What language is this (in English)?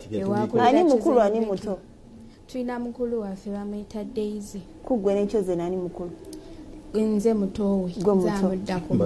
Ganda